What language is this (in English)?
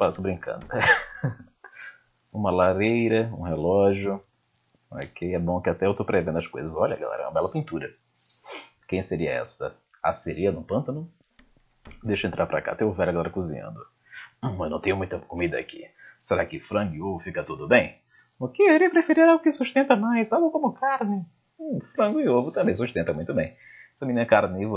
Portuguese